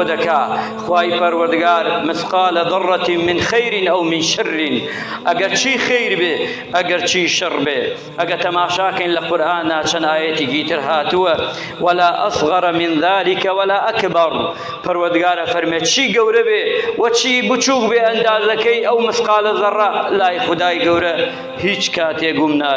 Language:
Central Kurdish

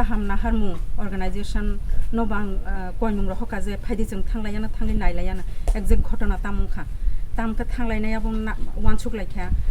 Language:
Kok Borok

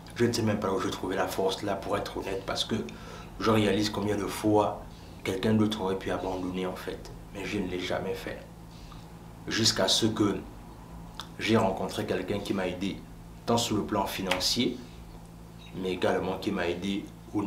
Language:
French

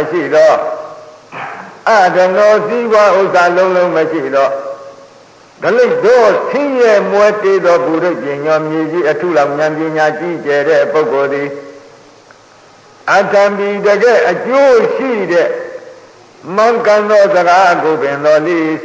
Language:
Burmese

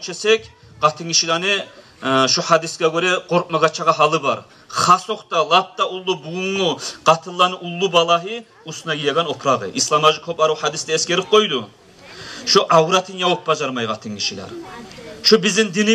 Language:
Kumyk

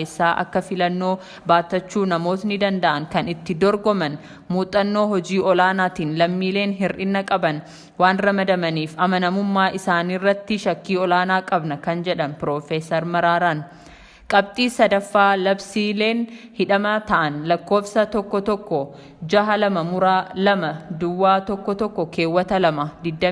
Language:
Oromo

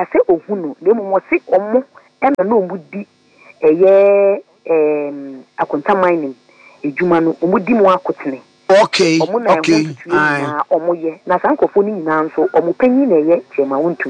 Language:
Akan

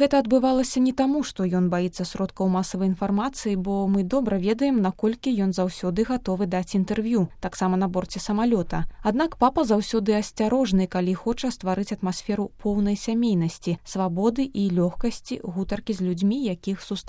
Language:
Belarusian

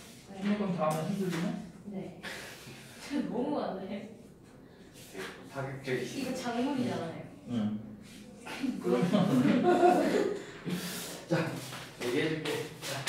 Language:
Korean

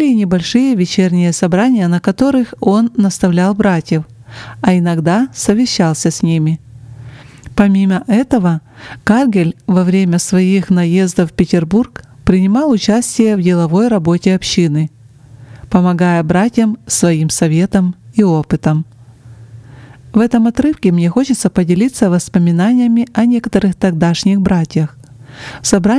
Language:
Russian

